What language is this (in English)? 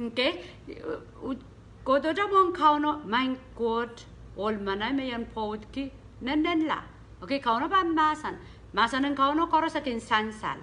Pohnpeian